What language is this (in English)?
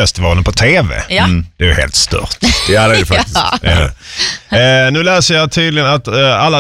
Swedish